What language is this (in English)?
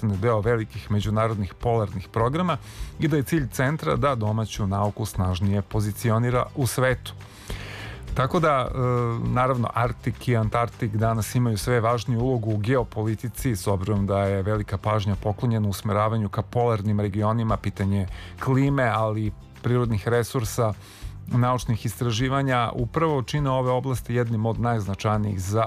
Serbian